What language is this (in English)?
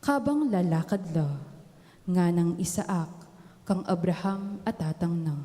Pampanga